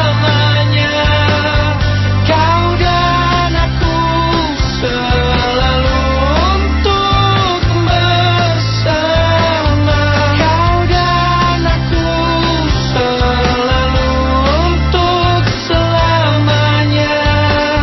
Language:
Indonesian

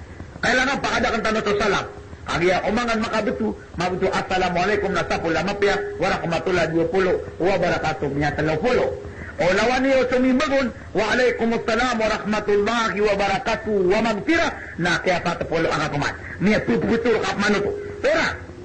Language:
Maranao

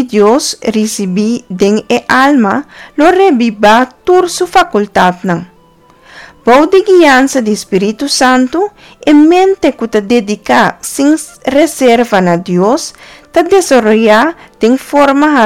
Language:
Papiamento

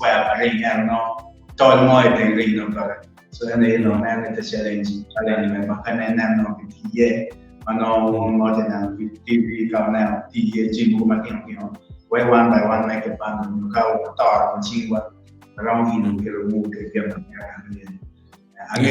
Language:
Acoli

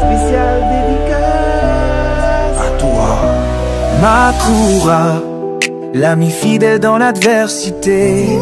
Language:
Bambara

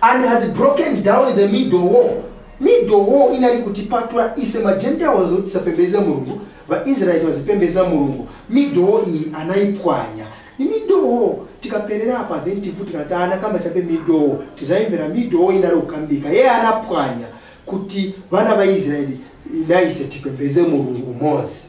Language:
Nyanja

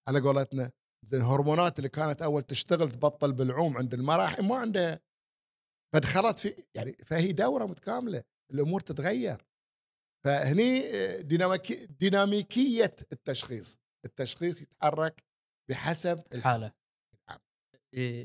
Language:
Gulf Arabic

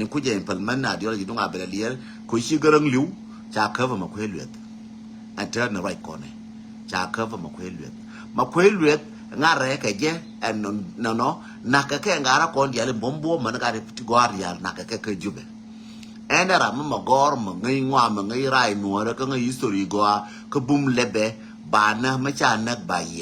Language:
Nuer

